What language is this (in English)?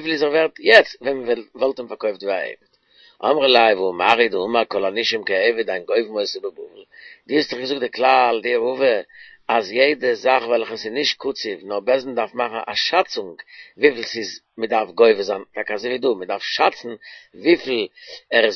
Yiddish